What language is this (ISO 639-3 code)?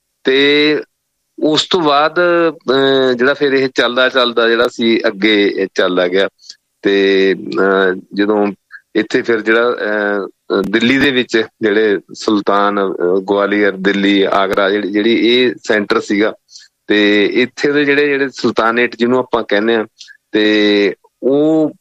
pan